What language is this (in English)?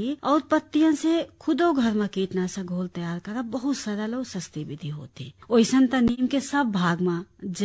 Bhojpuri